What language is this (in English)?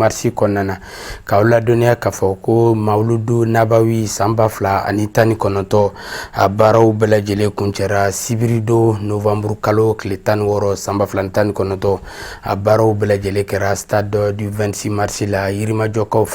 Bambara